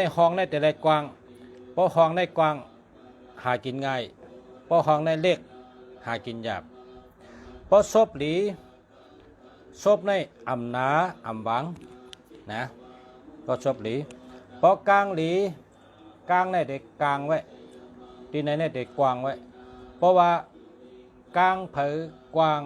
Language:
Shan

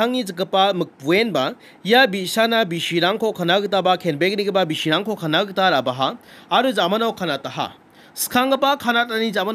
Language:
Garo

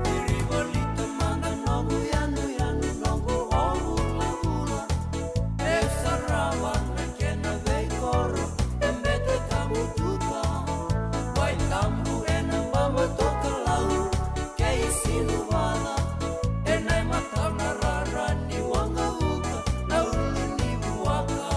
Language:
Fijian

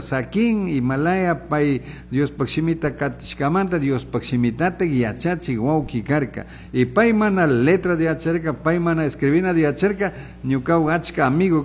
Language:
Chimborazo Highland Quichua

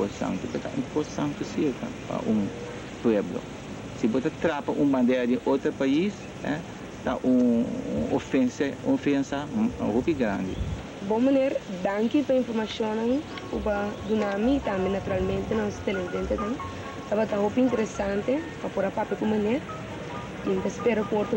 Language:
Papiamento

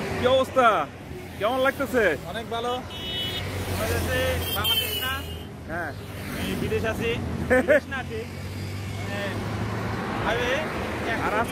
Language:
Bangla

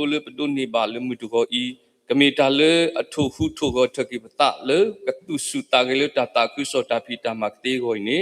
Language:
S'gaw Karen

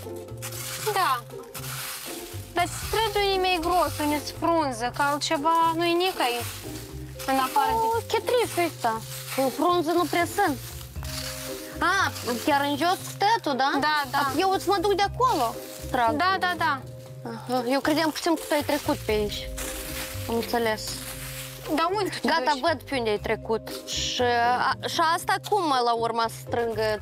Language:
Romanian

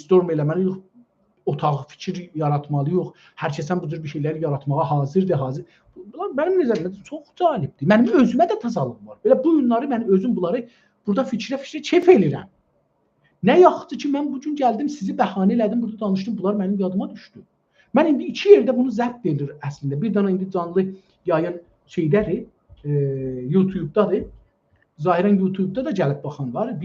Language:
South Azerbaijani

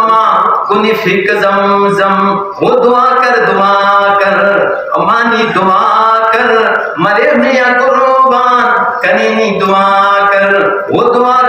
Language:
Brahui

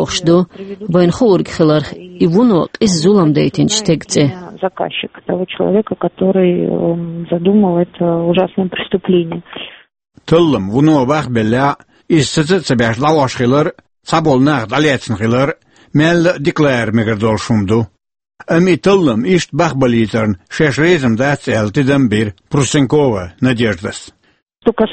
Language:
Chechen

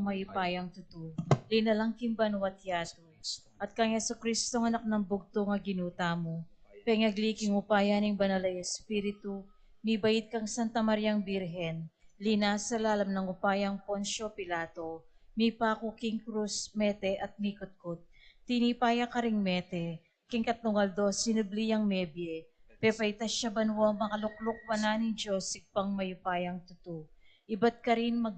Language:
Pampanga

